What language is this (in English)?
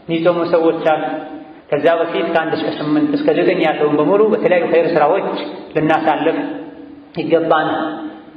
Amharic